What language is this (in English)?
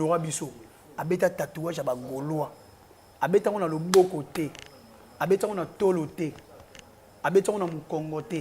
Lingala